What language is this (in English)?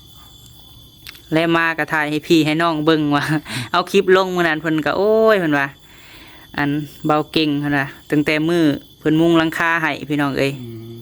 Lao